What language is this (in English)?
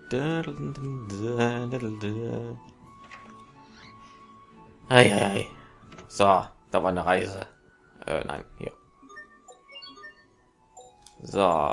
German